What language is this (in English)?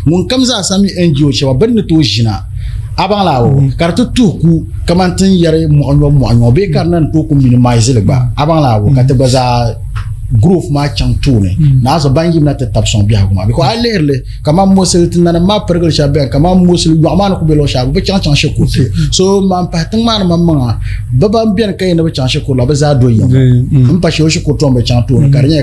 Dagbani